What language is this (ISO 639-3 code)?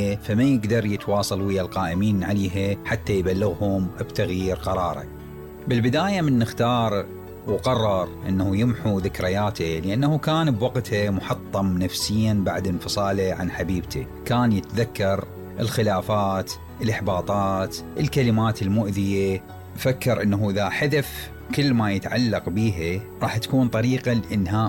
acm